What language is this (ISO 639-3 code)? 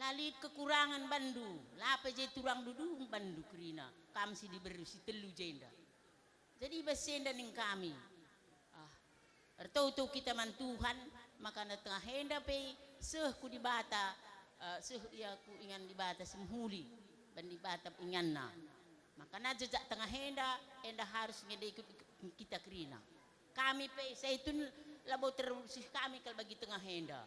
btx